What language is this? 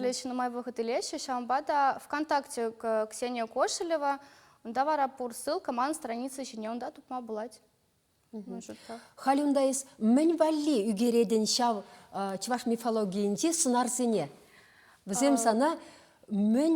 Chuvash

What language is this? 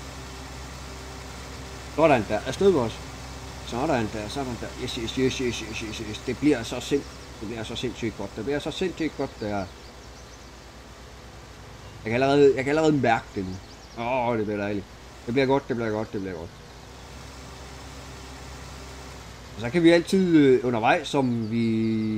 Danish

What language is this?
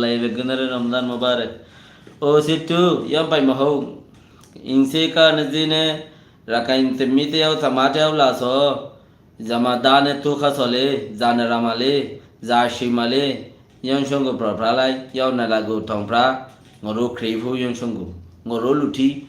Rohingya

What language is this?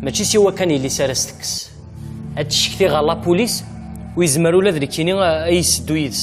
Kabyle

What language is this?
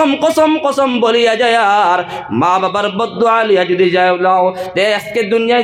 Sylheti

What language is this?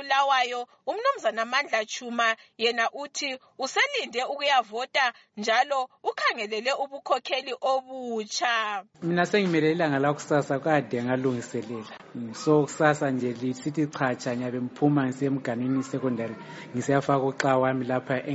North Ndebele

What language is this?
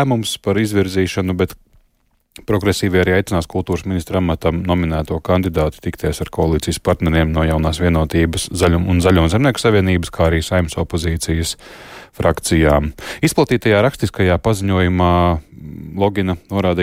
Latvian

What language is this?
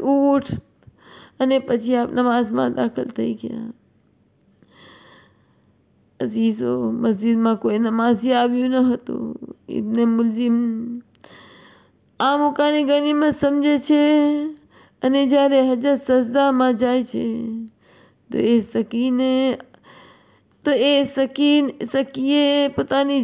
Gujarati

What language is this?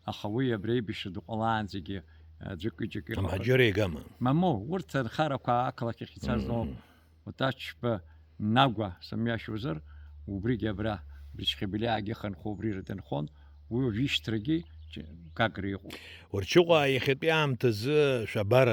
Abkhazian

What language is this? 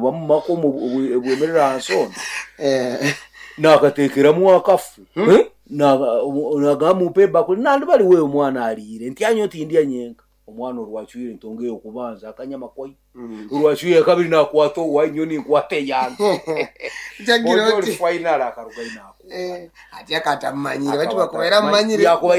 Nyoro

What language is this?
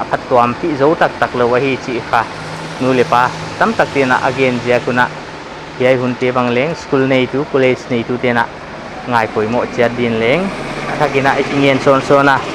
Paite Chin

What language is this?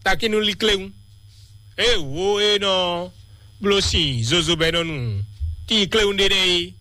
Fon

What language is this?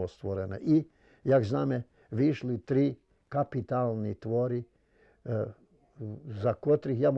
Rusyn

